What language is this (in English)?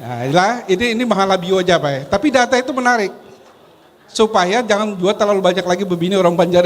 Banjar